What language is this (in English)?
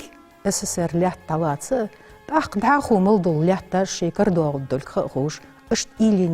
Ingush